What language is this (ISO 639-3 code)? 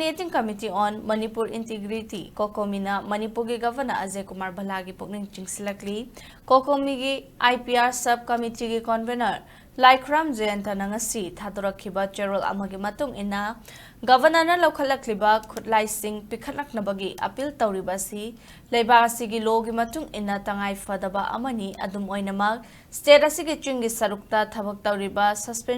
mni